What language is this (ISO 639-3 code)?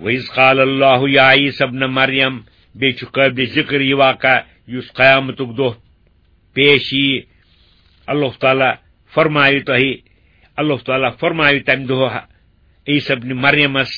kas